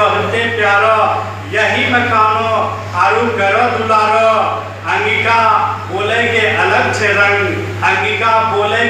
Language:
Angika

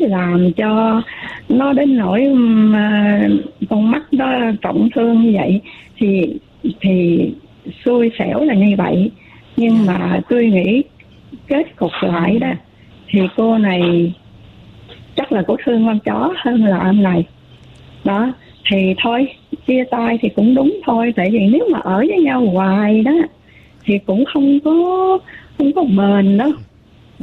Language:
Vietnamese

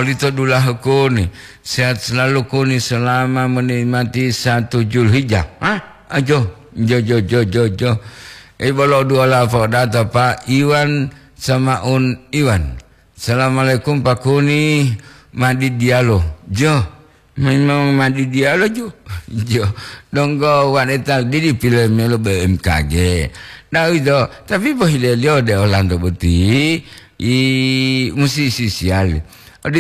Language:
Gorontalo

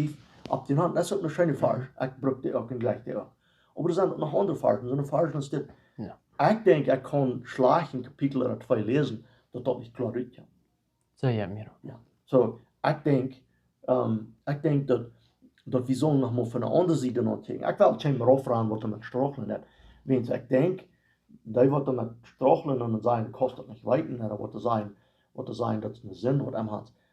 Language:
Plautdietsch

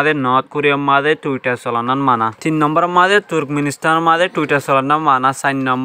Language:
Rohingya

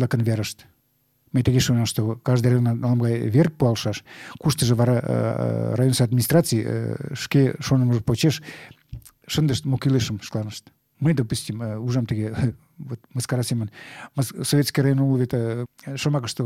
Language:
Mari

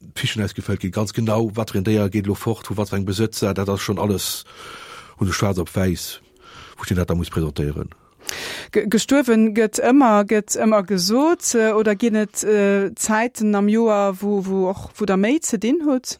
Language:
Luxembourgish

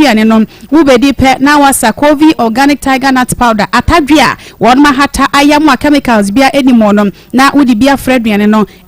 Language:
Akan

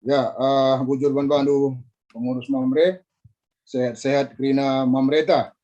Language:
Batak Karo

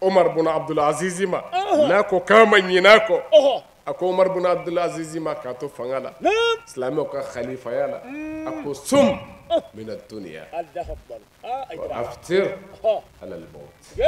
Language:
Bambara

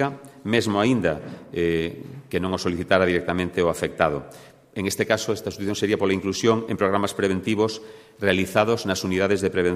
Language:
Galician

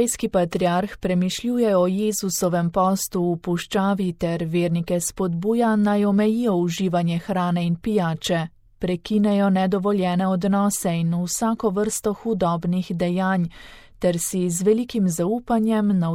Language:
Slovenian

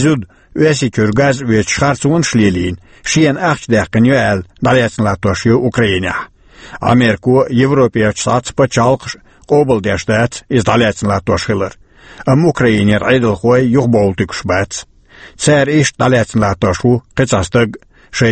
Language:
Chechen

